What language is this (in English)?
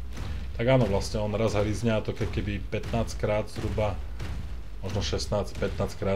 Slovak